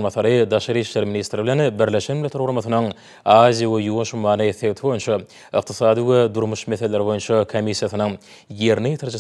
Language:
Turkmen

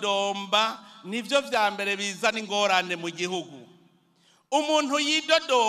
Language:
Rundi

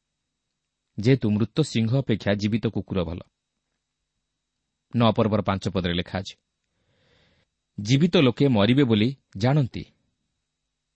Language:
Odia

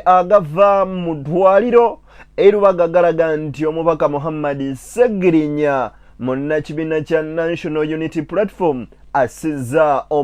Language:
Ganda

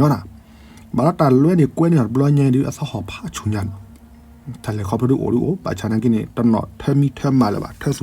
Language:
S'gaw Karen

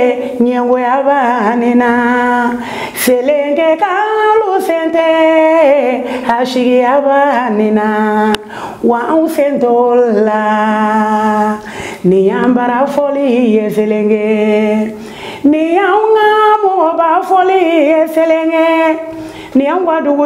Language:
Bambara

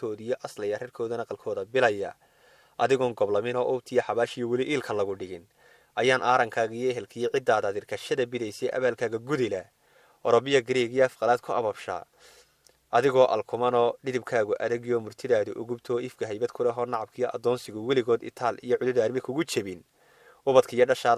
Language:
Somali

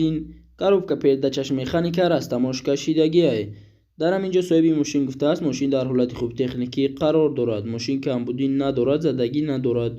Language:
Tajik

